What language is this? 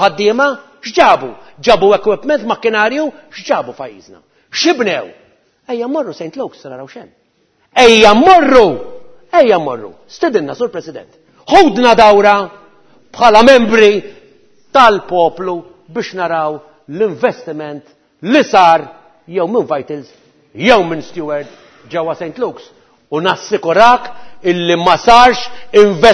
Maltese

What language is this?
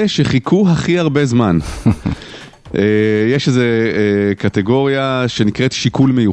Hebrew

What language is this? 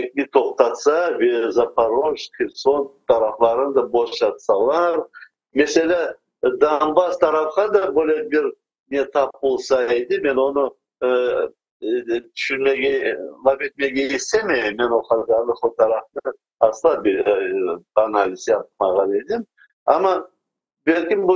Crimean Tatar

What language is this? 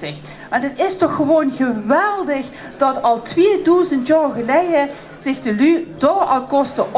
Limburgish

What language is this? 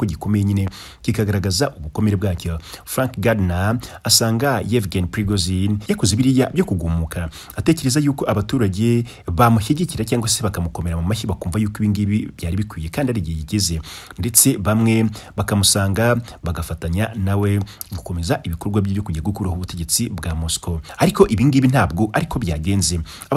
Kinyarwanda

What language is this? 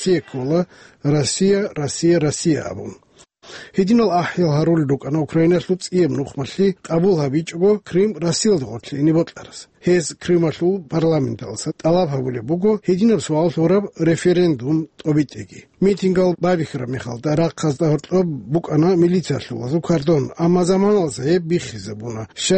Avaric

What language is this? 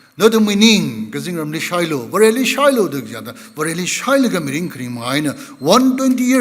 Tangkhul Naga (India)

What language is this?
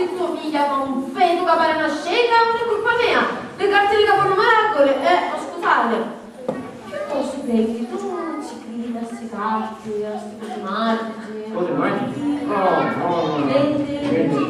Sicilian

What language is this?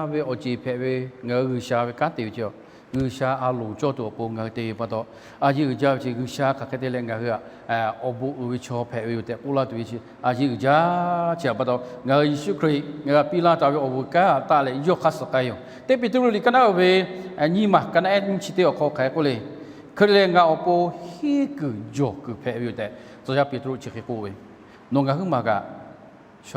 Lahu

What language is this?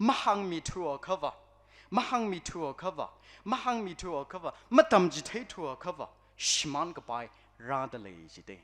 Tangkhul Naga (India)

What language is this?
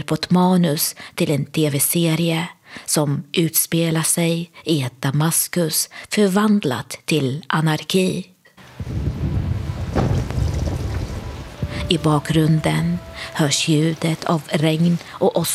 Swedish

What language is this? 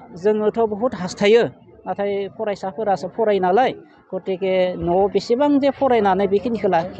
Bodo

